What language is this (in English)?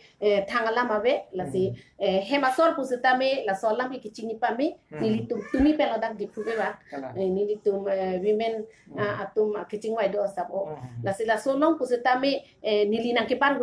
Karbi